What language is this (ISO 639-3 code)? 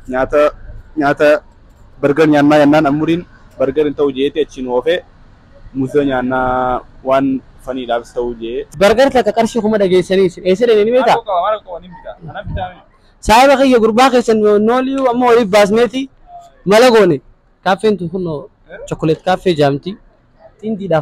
orm